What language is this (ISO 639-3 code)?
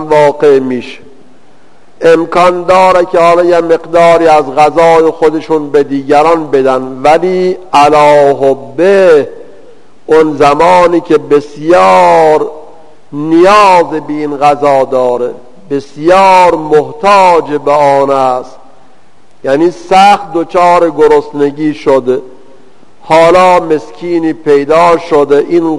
fas